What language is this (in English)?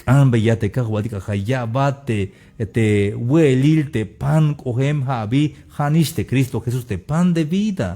Tzeltal